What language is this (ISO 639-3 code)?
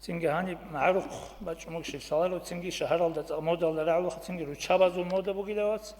ava